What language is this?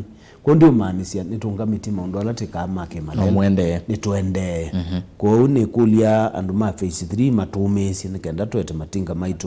Kamba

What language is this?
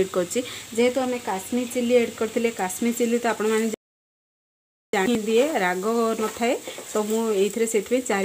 Odia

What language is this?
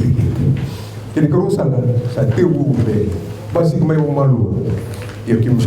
Fijian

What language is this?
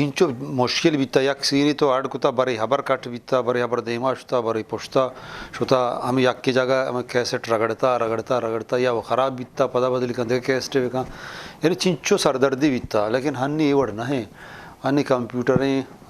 Eastern Balochi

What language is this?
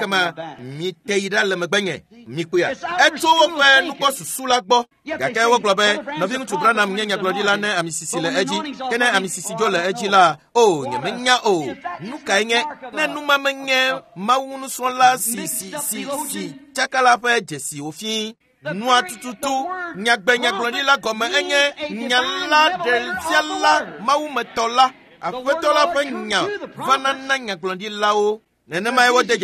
Ewe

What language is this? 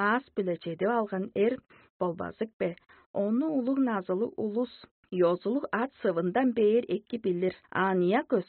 Tuvinian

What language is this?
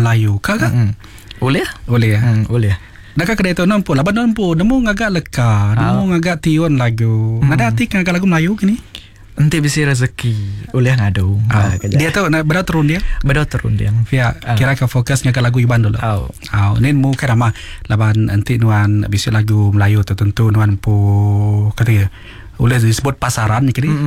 Iban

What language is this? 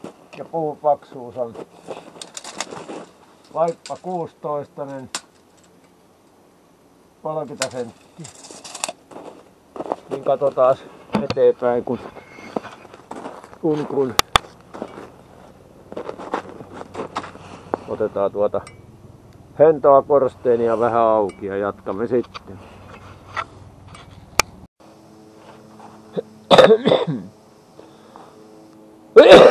Finnish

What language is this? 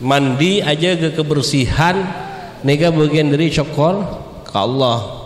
Madurese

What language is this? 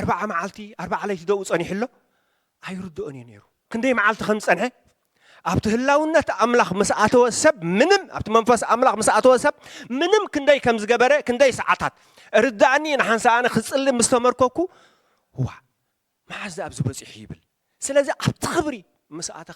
Tigrinya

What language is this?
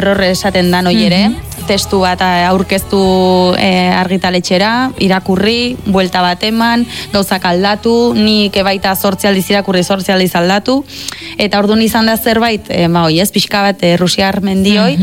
Basque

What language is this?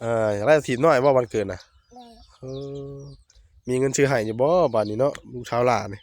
Northeastern Thai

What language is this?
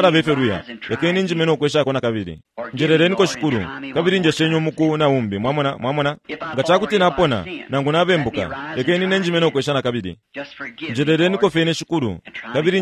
Bemba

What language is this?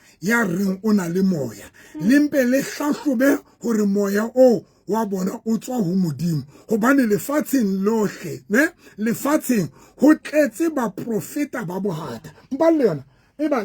Southern Sotho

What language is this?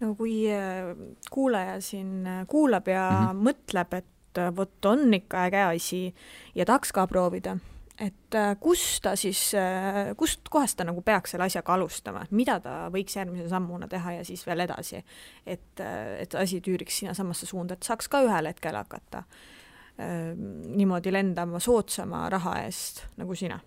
Estonian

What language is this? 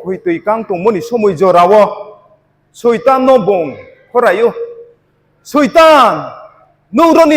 Riang (India)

